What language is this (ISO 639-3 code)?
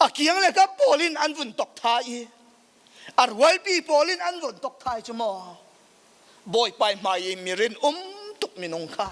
cfm